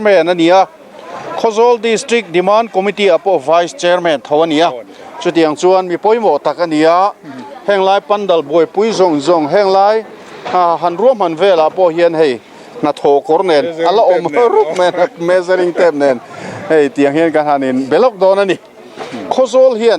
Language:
Mizo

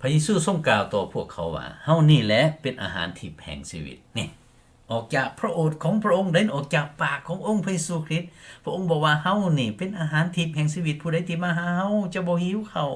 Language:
Lao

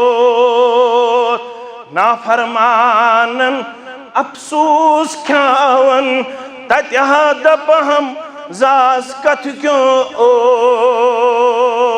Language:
Kashmiri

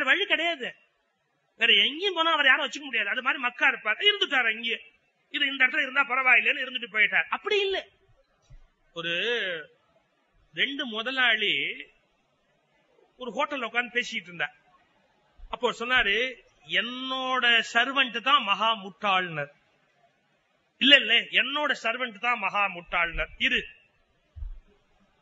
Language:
Tamil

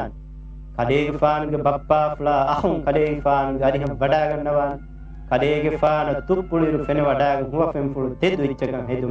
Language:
Divehi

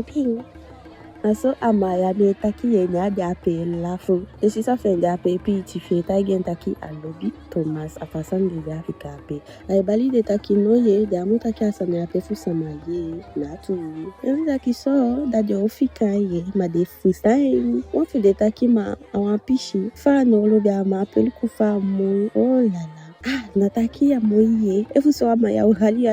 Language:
Eastern Maroon Creole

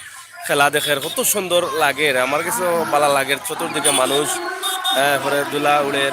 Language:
Sylheti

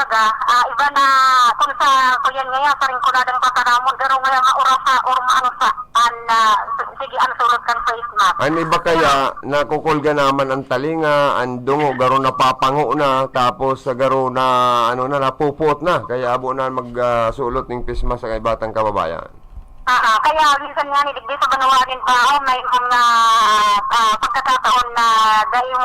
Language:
Bikol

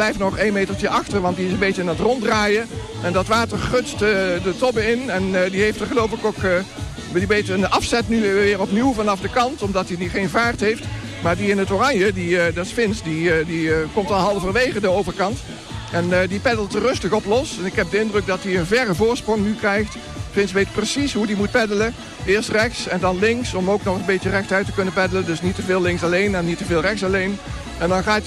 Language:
Dutch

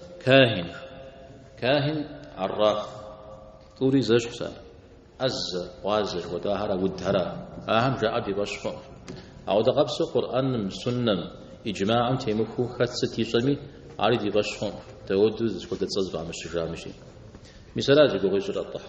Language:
Kabardian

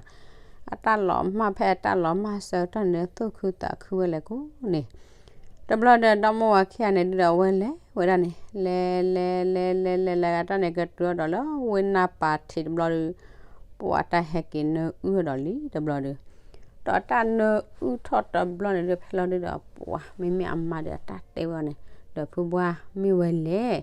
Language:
S'gaw Karen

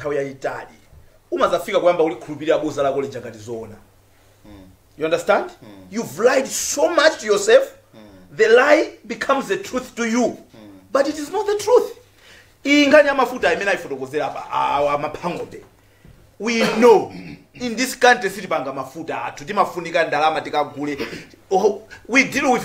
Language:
Nyanja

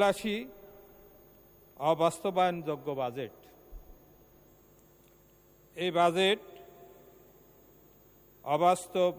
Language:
Bangla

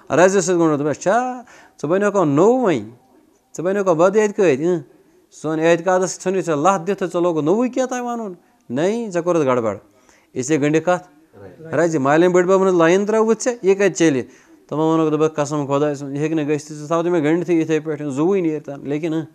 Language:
Kashmiri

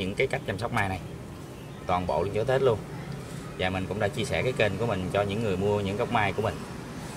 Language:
Vietnamese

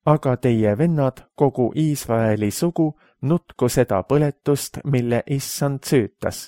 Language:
Estonian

